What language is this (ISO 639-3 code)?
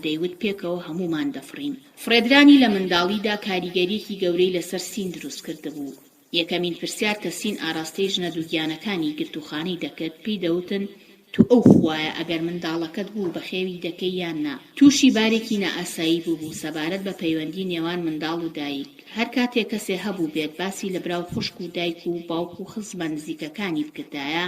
ckb